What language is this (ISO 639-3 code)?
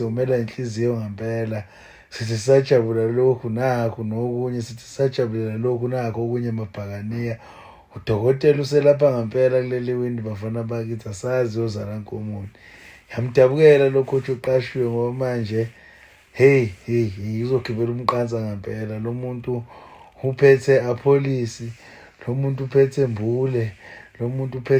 zul